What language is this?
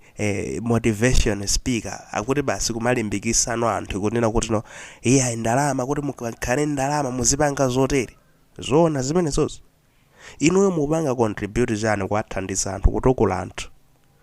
Nyanja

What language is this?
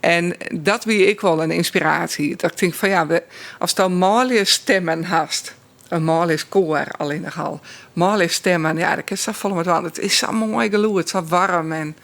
Western Frisian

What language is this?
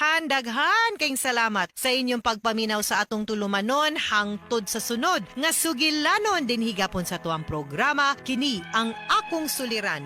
Cebuano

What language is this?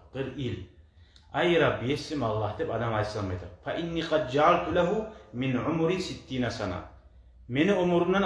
Kumyk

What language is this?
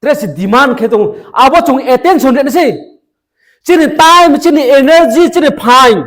Riang (India)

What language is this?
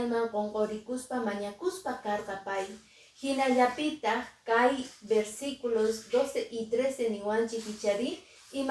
Quechua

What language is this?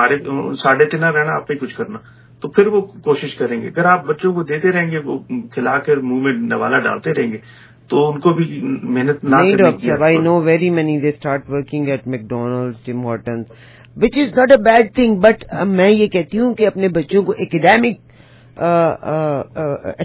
Urdu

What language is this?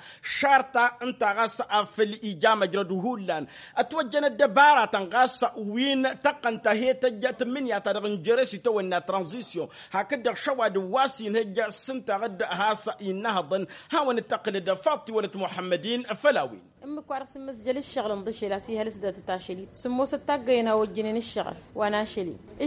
Tamasheq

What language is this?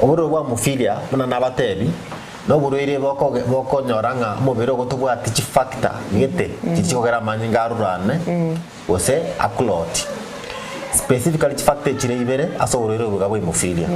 Gusii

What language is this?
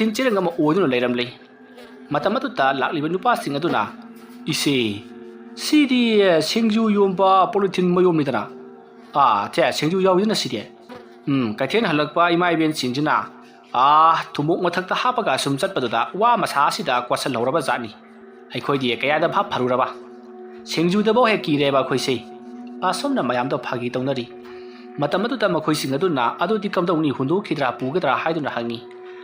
Manipuri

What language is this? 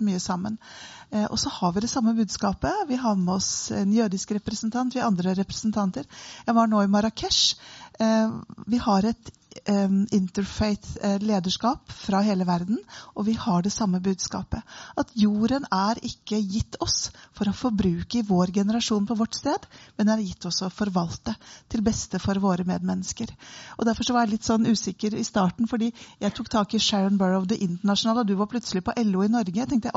Norwegian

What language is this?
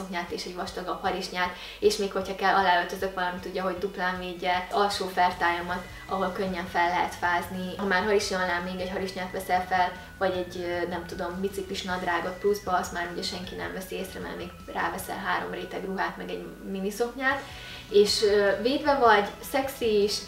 Hungarian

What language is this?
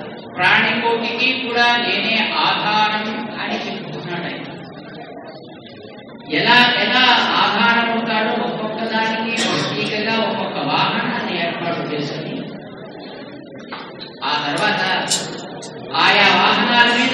Telugu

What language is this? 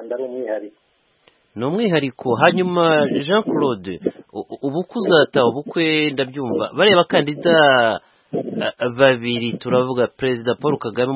Kinyarwanda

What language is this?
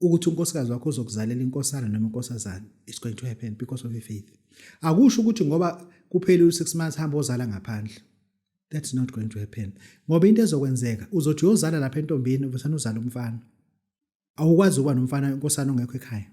Zulu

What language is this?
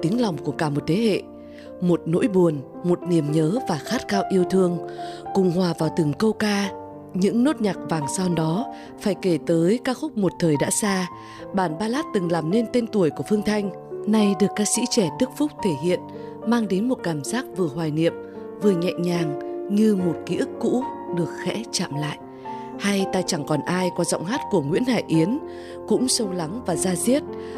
Vietnamese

